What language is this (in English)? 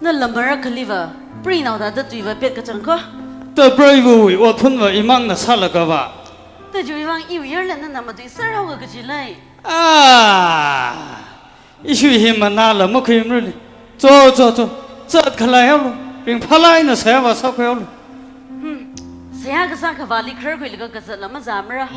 Tangkhul Naga (India)